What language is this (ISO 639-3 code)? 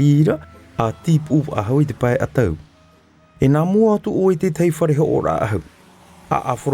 tah